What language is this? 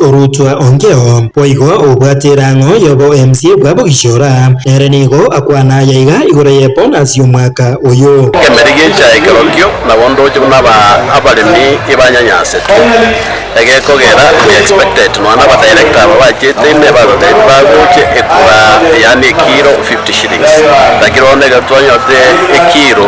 Gusii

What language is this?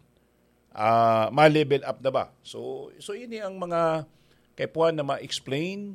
Bikol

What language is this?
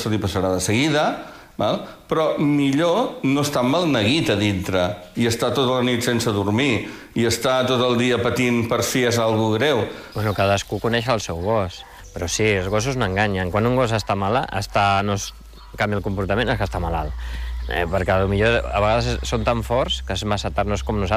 Catalan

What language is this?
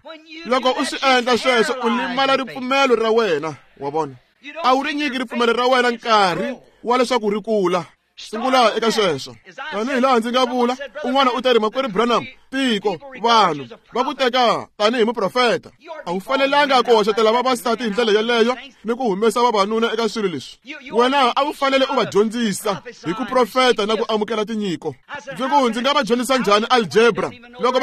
Tsonga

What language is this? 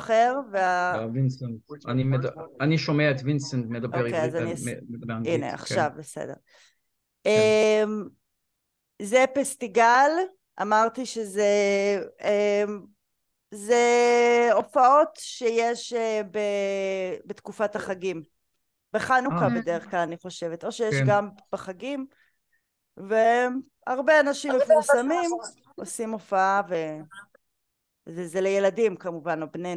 Hebrew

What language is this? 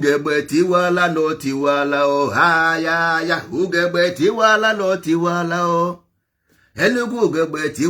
Igbo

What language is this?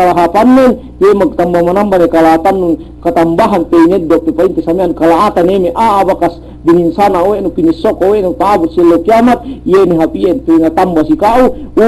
Yakan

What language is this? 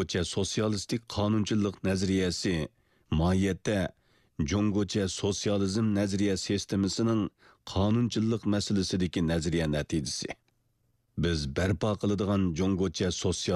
Uyghur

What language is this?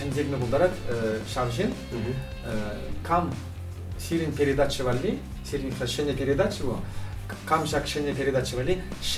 Chuvash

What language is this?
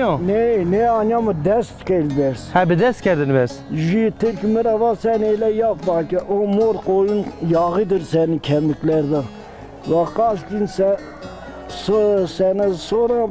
Zaza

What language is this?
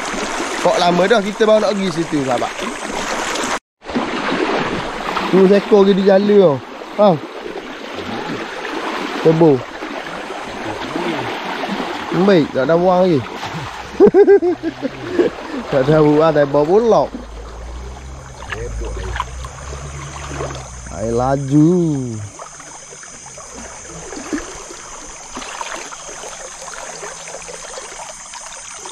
Malay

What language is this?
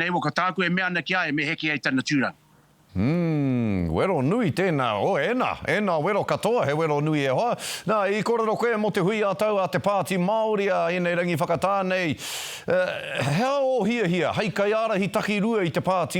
Māori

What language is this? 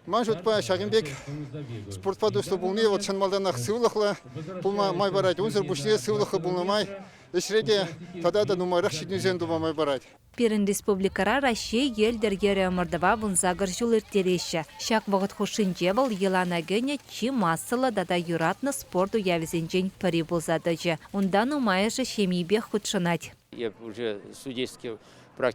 Chuvash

